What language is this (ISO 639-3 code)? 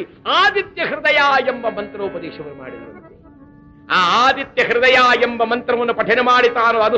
kan